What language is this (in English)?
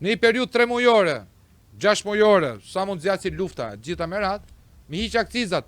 Albanian